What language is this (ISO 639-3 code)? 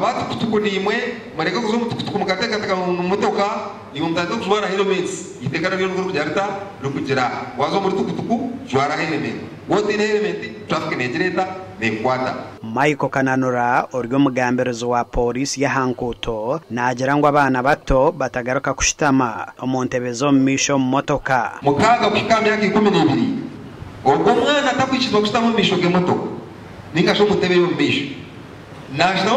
nyn